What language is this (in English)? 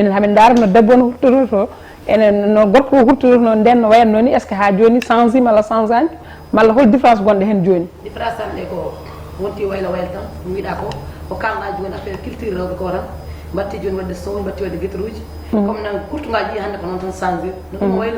Fula